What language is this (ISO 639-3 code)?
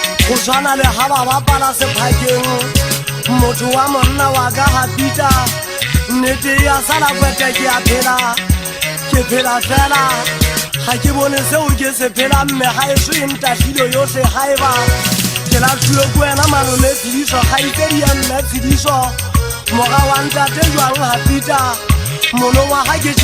sot